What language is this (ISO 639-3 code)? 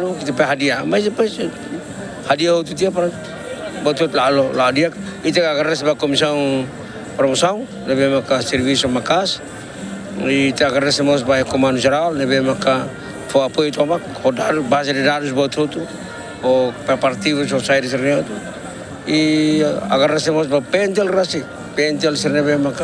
tet